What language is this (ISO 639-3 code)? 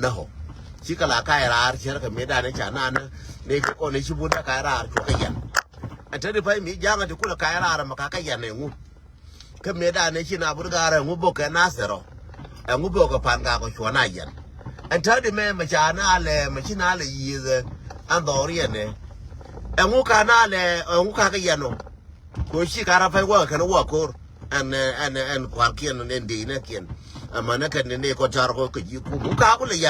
nus